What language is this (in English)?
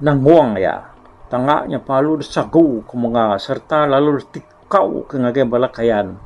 Iban